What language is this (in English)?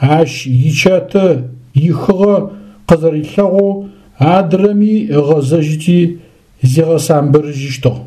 Adyghe